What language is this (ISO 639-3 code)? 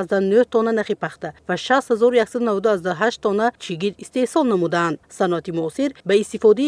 tgk